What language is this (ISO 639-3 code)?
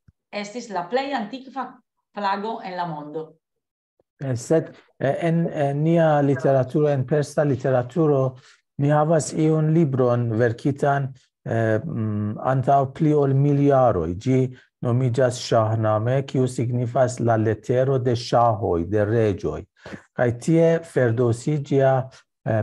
epo